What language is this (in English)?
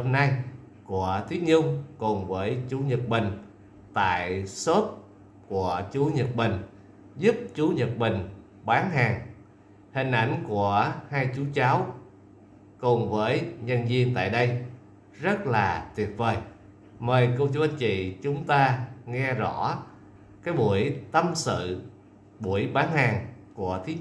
Vietnamese